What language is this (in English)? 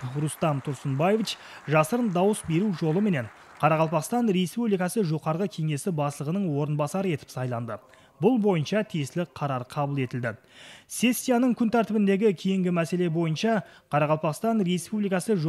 Kara-Kalpak